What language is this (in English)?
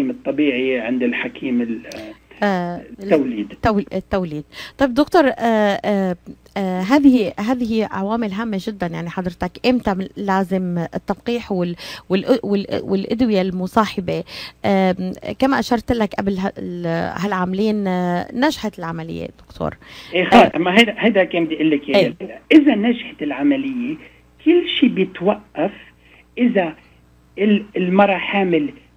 North Levantine Arabic